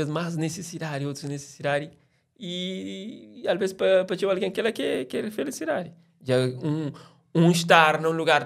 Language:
Kabuverdianu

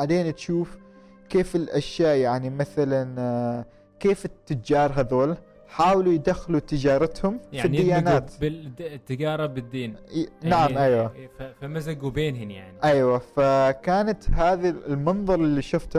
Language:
Gulf Arabic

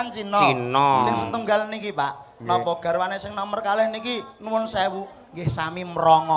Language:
Javanese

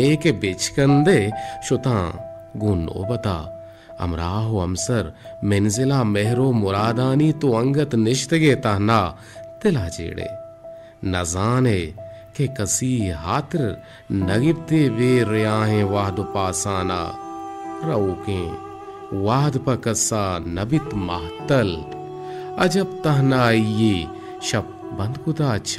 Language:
Baluchi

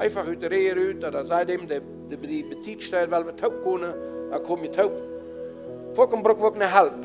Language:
Plautdietsch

